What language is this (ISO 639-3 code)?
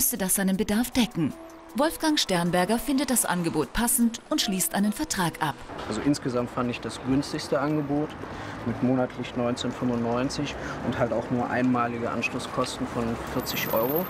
deu